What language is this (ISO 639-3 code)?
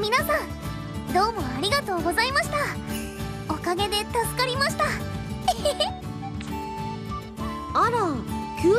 jpn